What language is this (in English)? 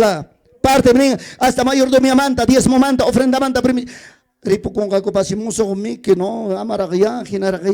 Ayacucho Quechua